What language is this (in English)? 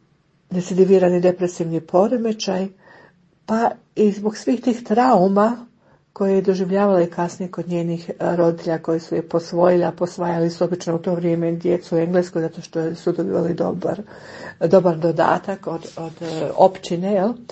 Croatian